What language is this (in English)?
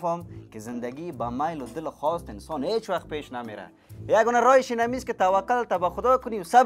Persian